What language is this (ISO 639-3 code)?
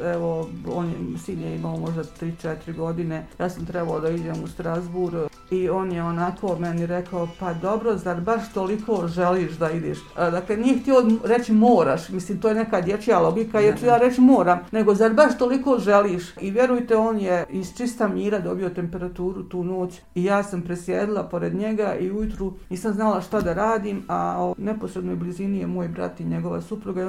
bos